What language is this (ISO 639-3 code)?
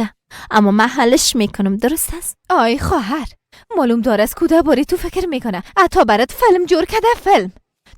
fas